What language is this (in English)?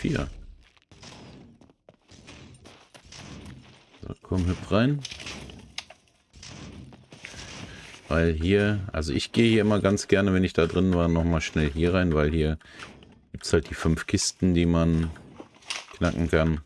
German